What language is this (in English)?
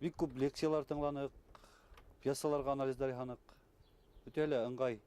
Bashkir